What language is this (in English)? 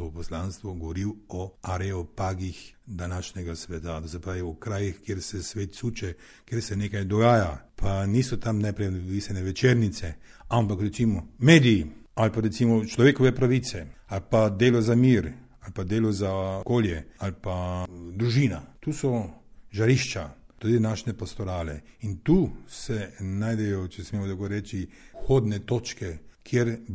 Slovenian